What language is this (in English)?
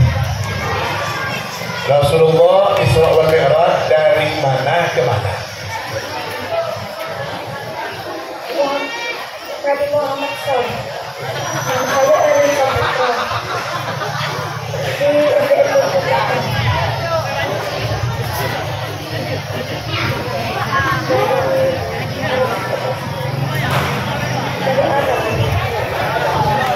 Indonesian